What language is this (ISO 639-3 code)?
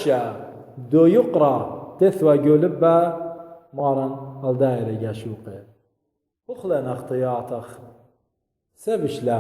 aii